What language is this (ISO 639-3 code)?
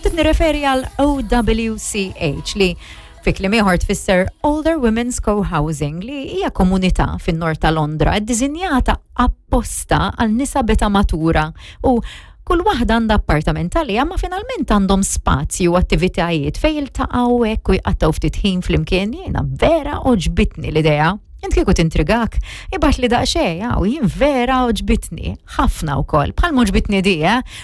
mlt